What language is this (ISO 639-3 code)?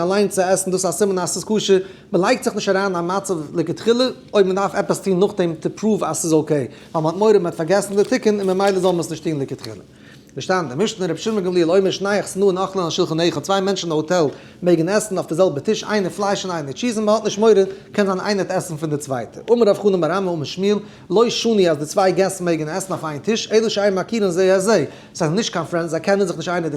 yid